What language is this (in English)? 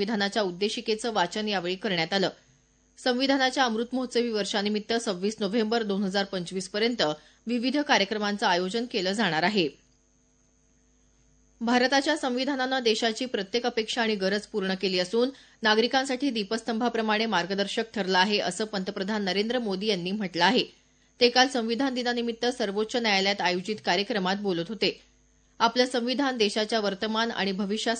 Marathi